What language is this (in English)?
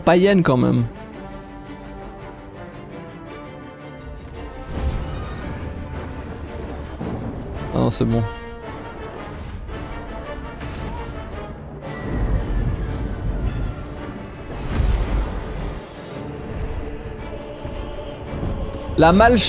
French